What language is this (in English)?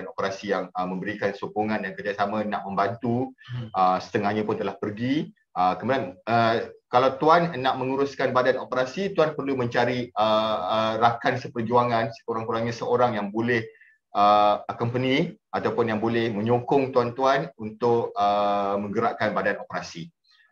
Malay